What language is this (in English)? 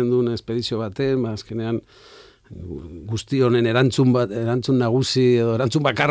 Basque